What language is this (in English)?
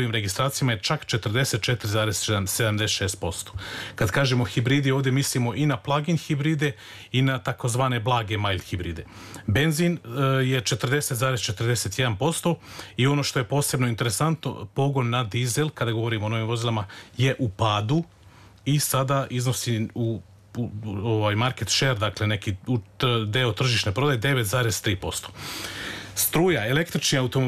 Serbian